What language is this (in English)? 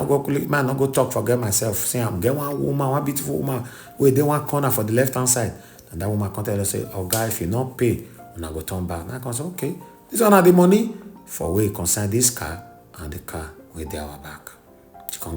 Nigerian Pidgin